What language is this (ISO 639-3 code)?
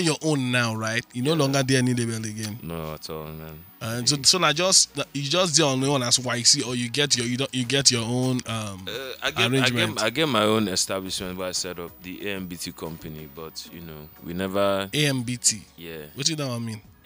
pcm